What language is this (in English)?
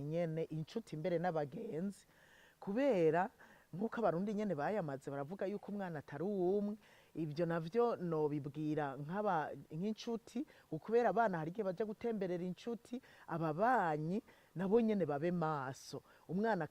Rundi